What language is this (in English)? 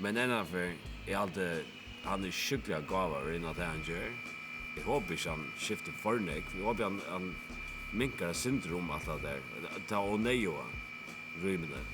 Faroese